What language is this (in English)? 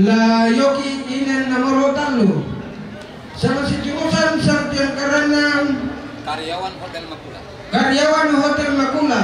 Toraja-Sa'dan